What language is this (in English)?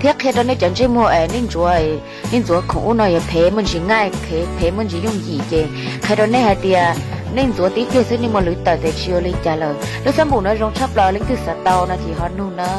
Hmong